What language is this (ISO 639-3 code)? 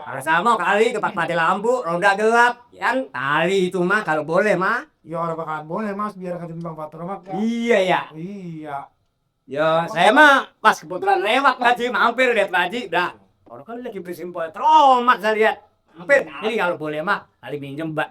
bew